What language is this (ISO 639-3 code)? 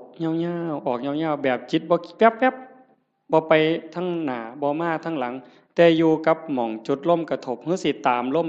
tts